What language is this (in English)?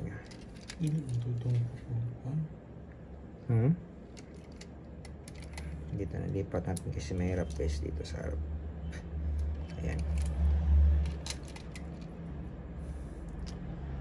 Filipino